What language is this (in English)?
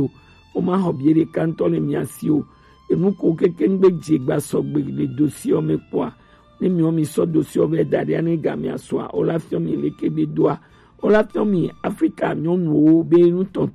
Gen